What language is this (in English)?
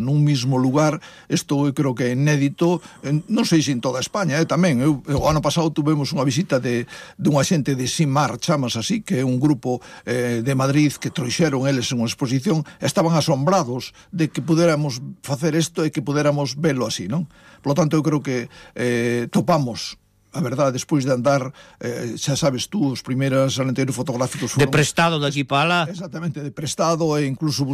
Galician